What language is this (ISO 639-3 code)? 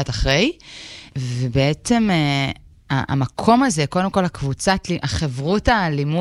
heb